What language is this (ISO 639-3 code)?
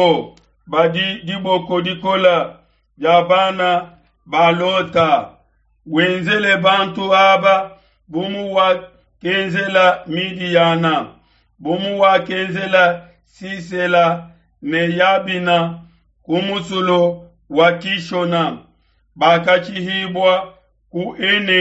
lua